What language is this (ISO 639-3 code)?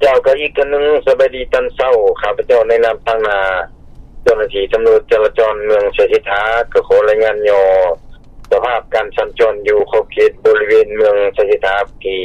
lao